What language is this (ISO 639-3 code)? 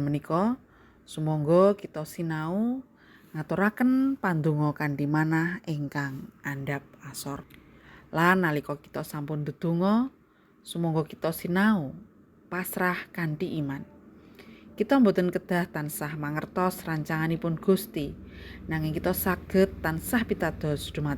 jav